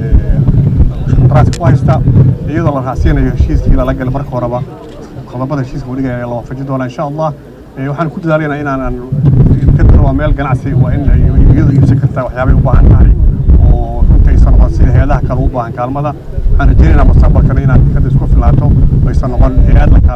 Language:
Somali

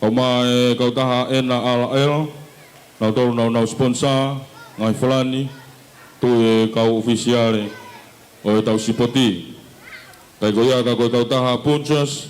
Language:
Tongan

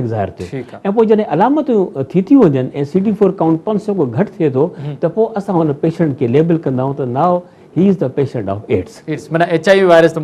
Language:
Sindhi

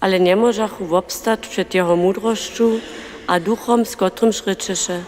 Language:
Upper Sorbian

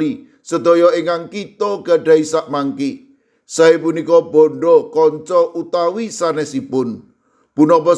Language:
Javanese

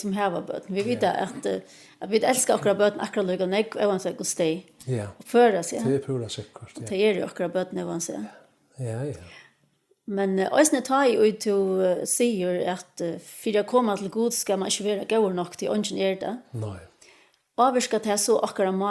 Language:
Faroese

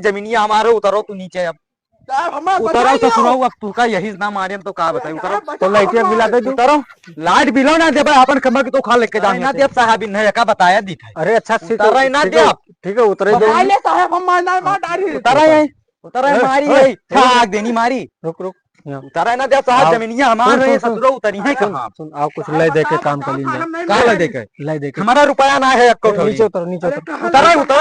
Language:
Awadhi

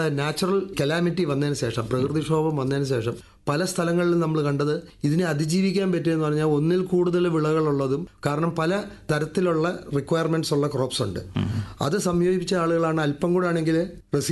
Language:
Malayalam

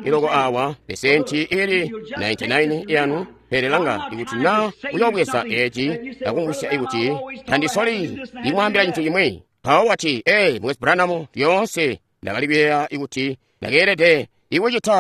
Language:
Tonga (Zambia)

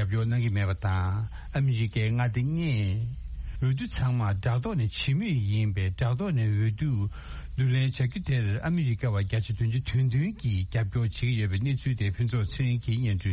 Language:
Tibetan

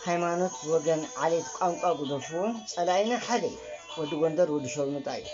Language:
Tigrinya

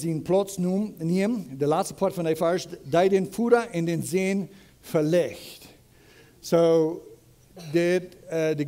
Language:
Plautdietsch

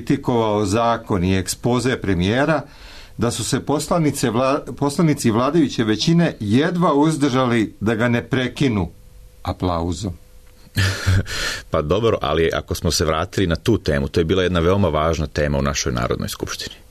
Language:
Serbian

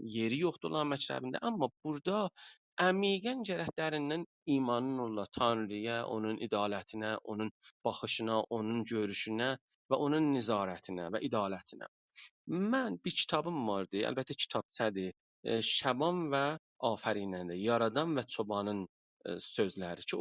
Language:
South Azerbaijani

